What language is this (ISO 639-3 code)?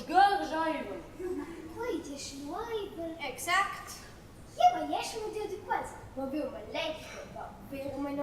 roh